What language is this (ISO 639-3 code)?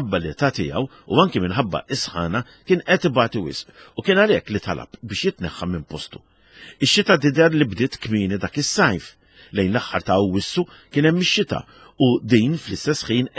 mlt